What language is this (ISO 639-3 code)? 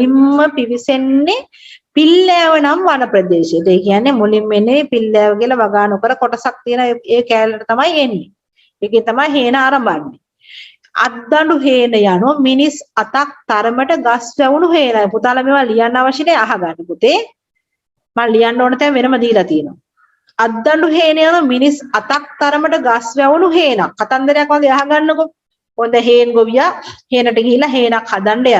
sin